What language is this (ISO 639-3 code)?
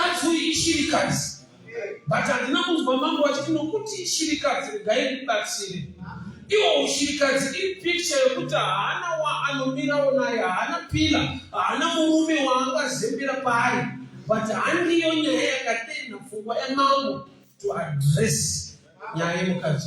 sna